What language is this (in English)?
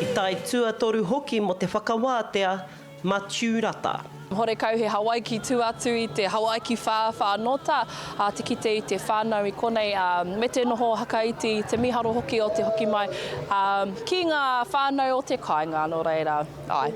Māori